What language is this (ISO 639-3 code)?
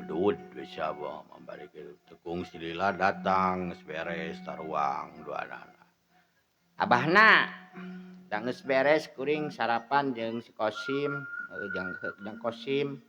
sun